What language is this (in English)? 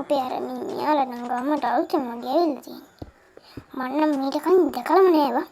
Sinhala